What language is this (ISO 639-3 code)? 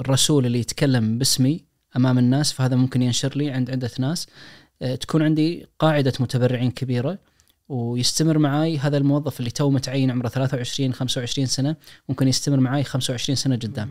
ars